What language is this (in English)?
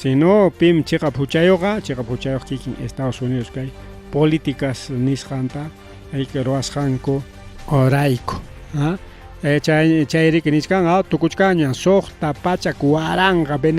Ayacucho Quechua